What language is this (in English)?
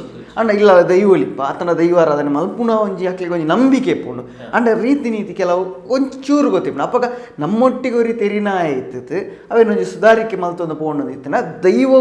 Tulu